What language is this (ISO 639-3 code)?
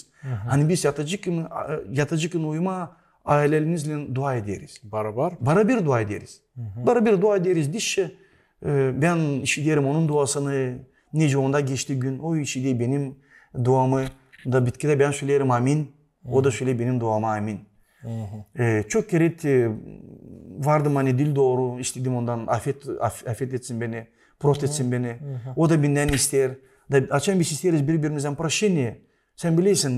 gag